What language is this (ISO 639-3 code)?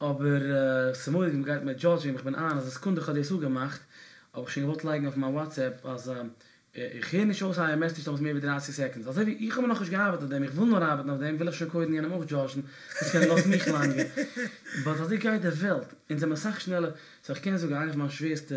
yid